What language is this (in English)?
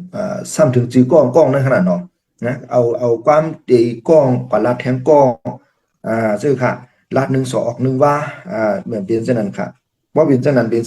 Shan